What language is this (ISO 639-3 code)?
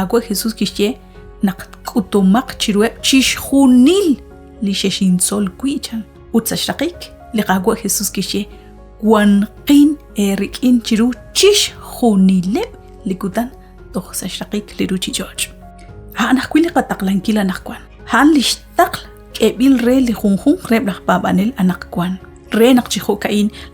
kek